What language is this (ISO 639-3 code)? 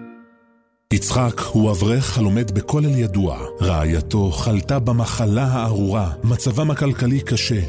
heb